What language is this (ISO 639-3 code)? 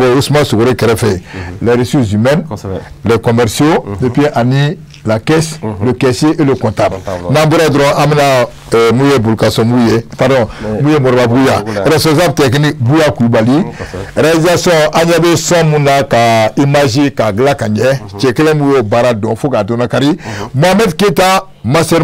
bam